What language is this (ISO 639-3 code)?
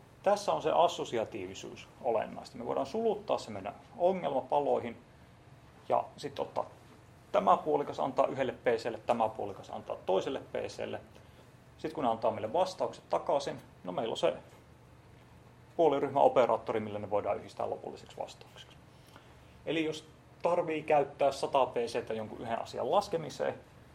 fin